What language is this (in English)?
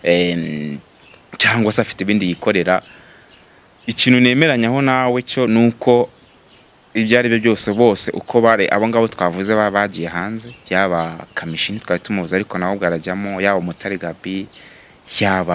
Kinyarwanda